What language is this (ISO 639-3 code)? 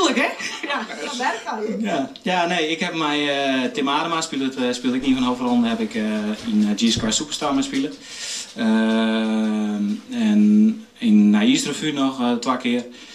fry